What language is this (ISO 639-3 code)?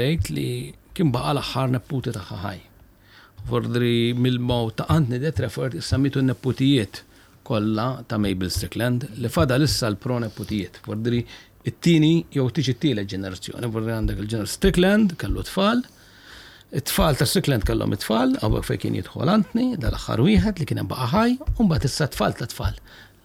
mlt